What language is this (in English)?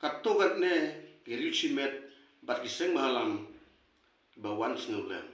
Khasi